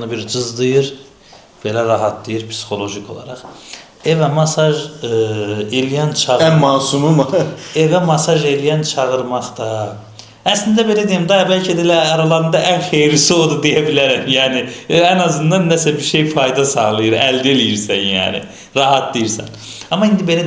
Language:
Azerbaijani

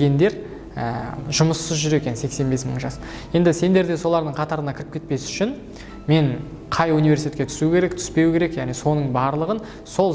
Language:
Kazakh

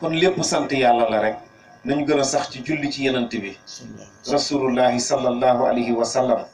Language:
Wolof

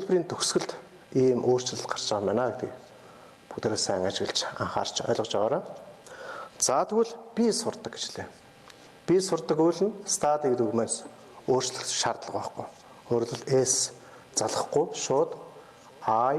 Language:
Mongolian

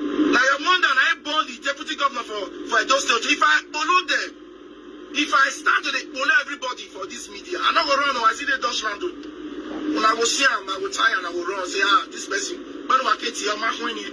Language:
Nigerian Pidgin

